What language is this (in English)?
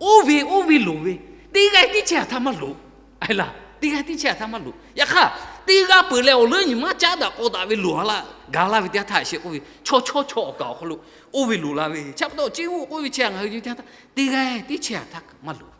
Lahu